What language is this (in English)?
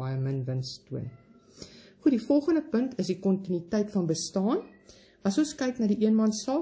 Afrikaans